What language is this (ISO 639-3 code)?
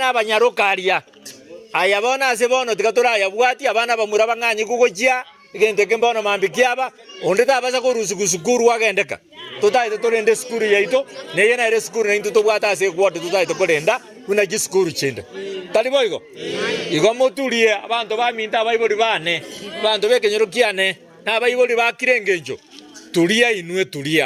guz